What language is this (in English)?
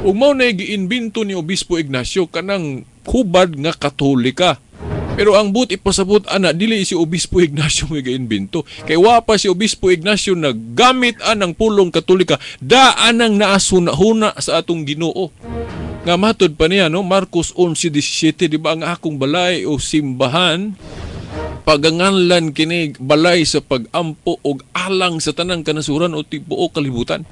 Cebuano